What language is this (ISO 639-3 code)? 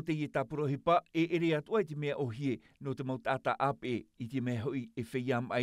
tah